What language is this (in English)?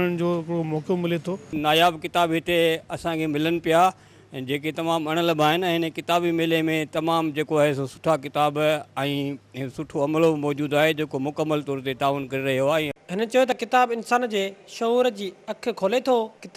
Sindhi